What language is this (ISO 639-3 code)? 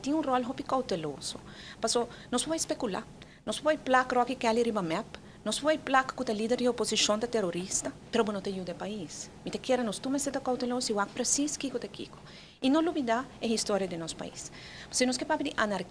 pap